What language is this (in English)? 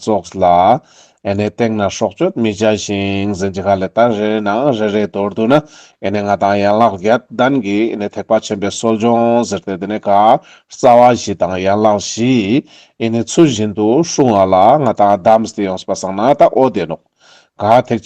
Ladakhi